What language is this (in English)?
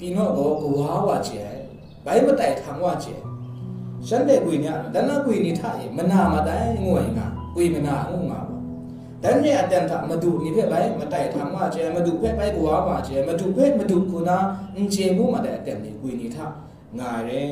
Kachin